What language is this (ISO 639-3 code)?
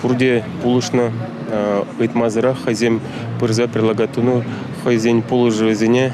chv